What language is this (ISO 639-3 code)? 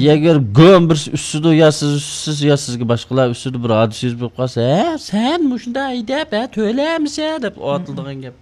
uig